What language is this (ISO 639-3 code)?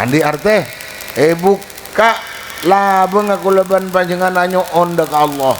mad